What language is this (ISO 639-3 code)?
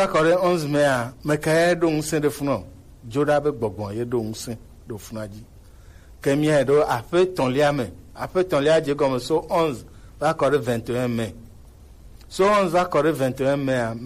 gej